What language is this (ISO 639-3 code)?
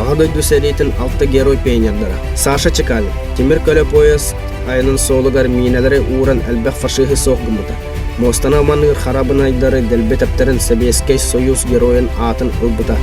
sah